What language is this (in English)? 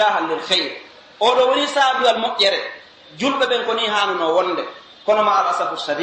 Pular